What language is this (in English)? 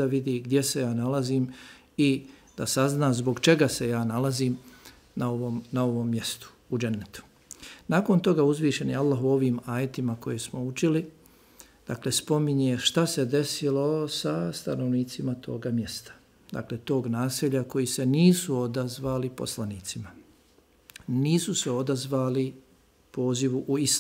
Bosnian